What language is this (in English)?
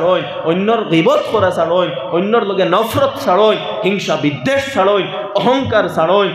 Sylheti